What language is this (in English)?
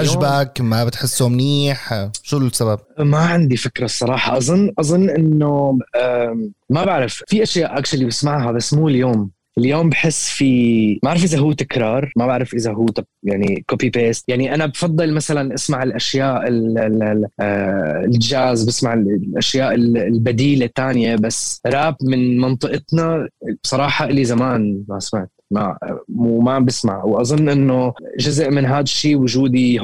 North Levantine Arabic